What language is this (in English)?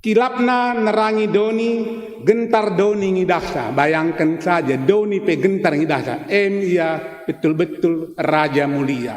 Batak Karo